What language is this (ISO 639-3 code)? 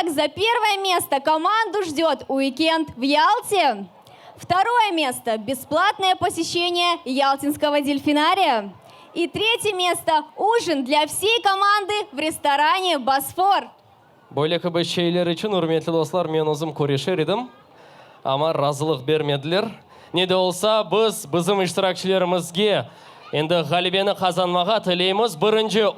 crh